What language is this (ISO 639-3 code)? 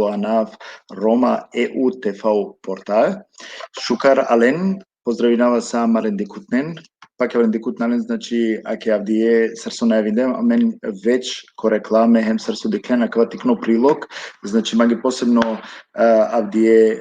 rmn